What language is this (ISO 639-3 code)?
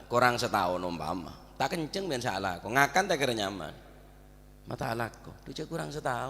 mad